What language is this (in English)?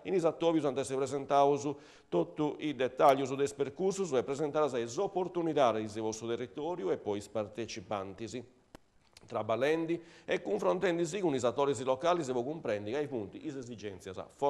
Sardinian